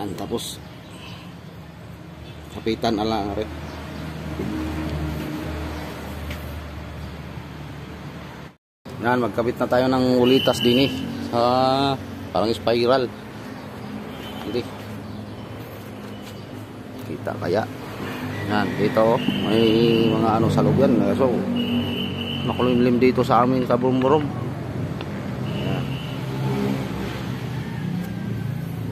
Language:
Filipino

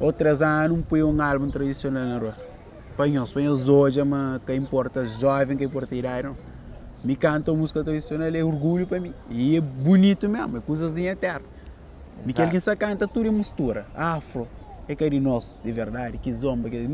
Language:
Kabuverdianu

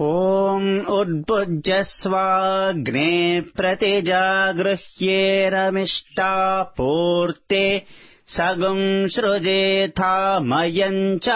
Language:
Sanskrit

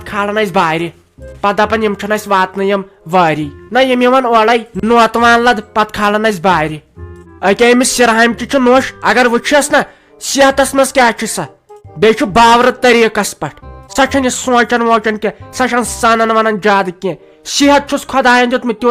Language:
Kashmiri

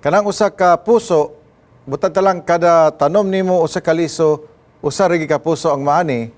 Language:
Cebuano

